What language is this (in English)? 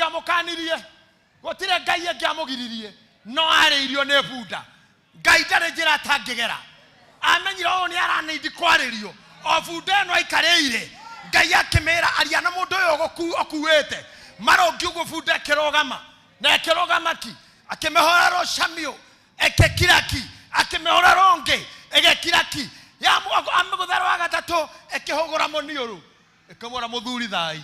Kikuyu